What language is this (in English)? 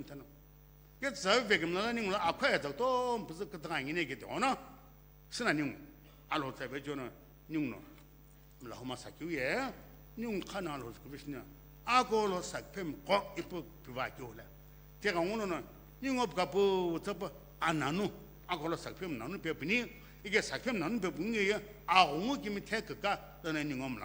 Sumi Naga